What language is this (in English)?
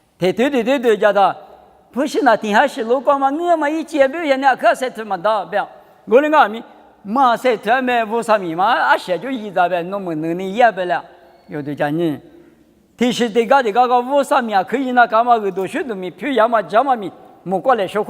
Lisu